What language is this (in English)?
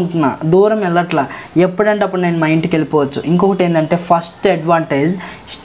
Telugu